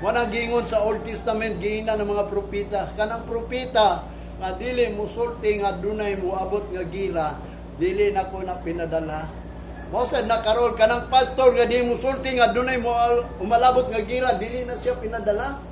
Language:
Cebuano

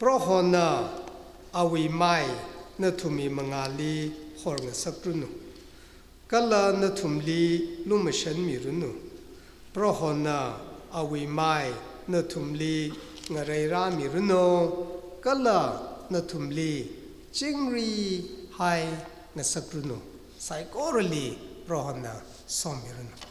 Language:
Tangkhul Naga (India)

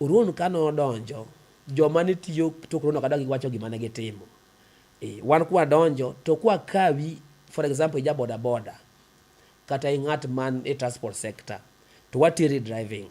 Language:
Luo (Kenya and Tanzania)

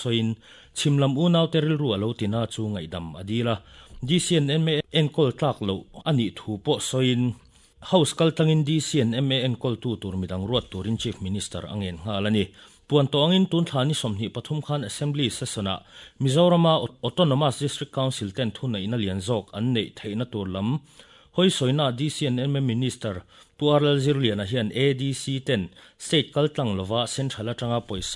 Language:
Mizo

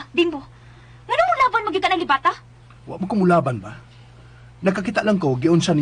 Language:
Cebuano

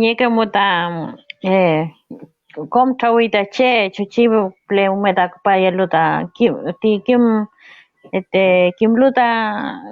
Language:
Mapuche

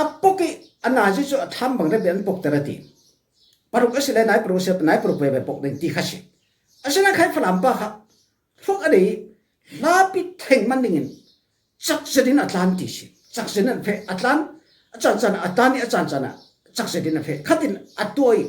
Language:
Falam Chin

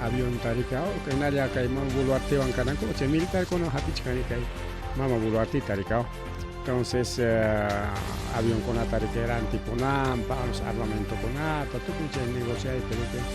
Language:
Ayacucho Quechua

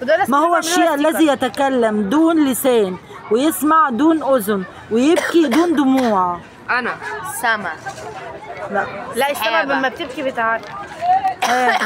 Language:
Egyptian Arabic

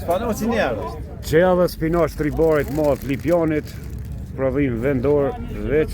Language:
Albanian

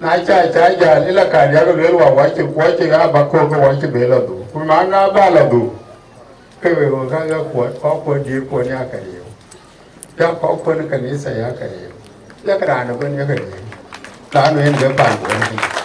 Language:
Dinka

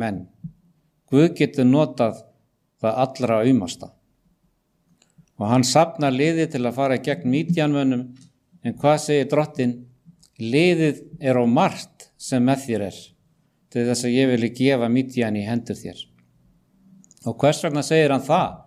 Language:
Icelandic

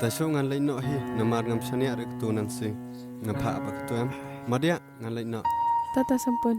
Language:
Khasi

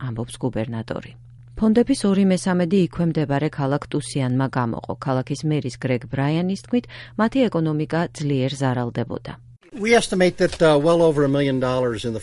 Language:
Georgian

